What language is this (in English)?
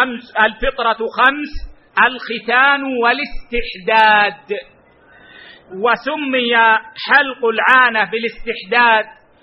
Arabic